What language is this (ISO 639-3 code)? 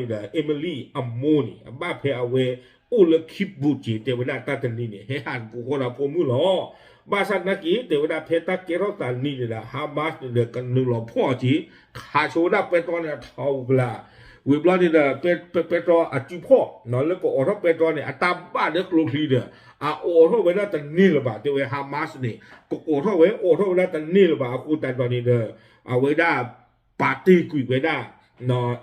ksw